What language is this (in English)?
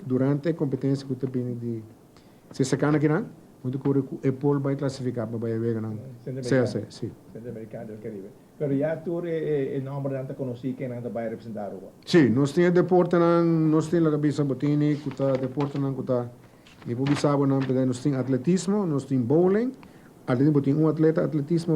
Papiamento